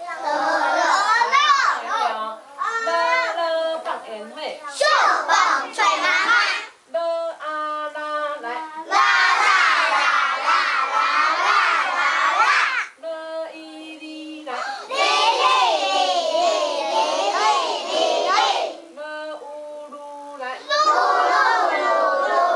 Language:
Min Nan Chinese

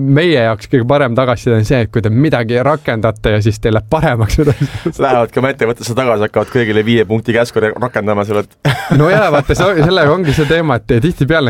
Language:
Estonian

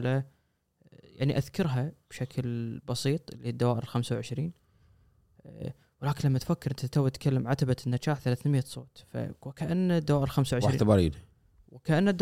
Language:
Gulf Arabic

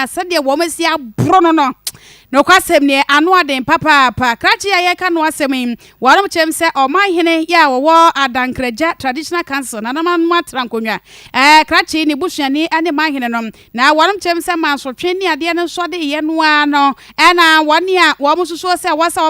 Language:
Akan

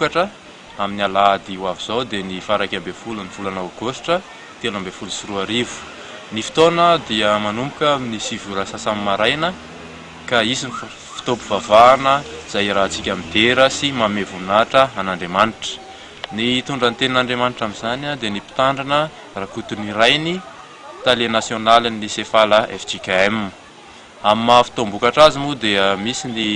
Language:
Malagasy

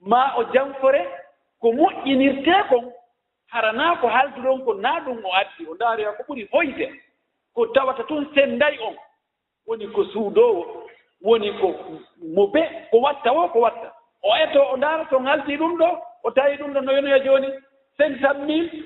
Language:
Fula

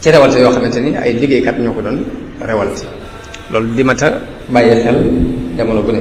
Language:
Wolof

